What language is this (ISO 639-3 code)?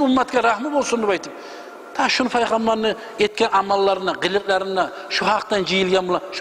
kum